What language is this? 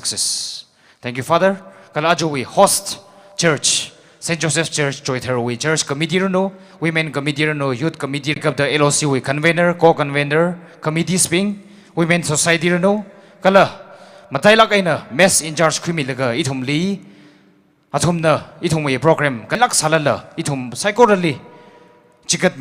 Tangkhul Naga (India)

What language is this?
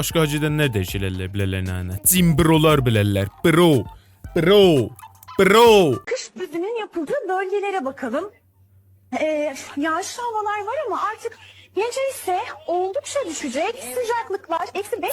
South Azerbaijani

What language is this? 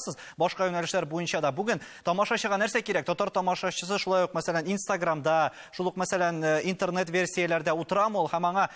Tatar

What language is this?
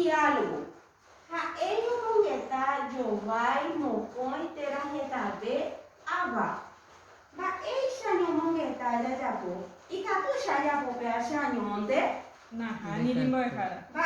Guarani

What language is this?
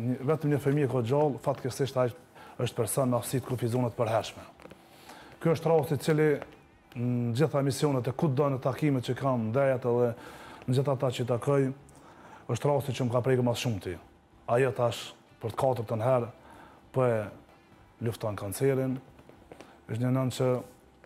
Albanian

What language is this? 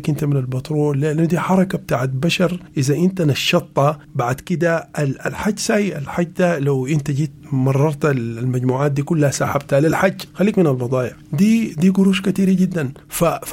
Sudanese Arabic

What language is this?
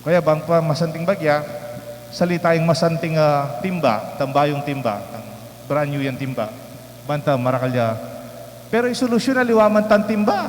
Pampanga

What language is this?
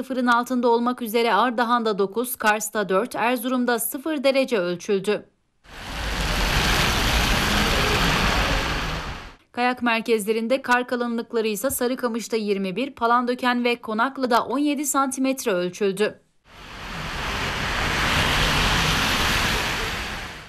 Turkish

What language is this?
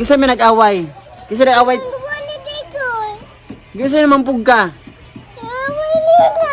Cebuano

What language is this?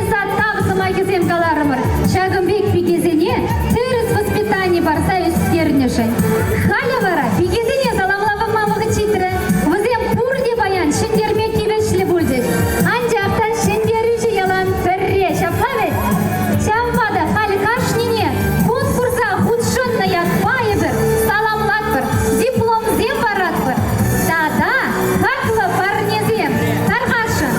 Chuvash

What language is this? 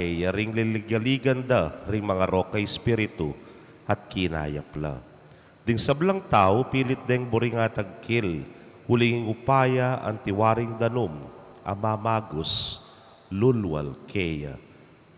Pampanga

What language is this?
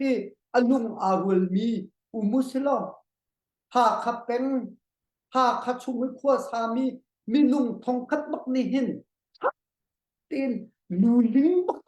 Hakha Chin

